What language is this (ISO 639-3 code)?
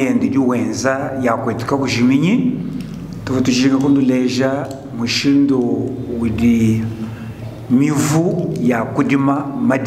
lua